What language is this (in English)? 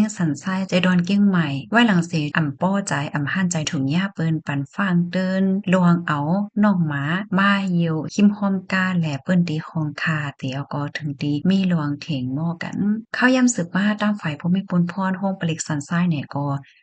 Shan